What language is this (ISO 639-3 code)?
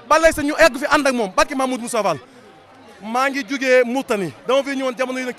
wol